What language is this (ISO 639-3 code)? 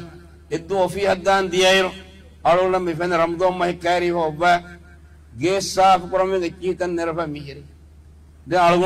div